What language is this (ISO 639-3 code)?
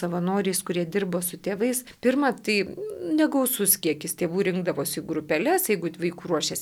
lit